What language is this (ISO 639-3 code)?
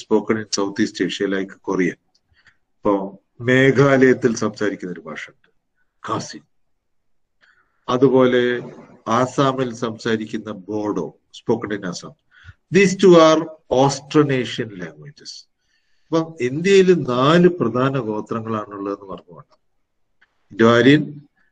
mal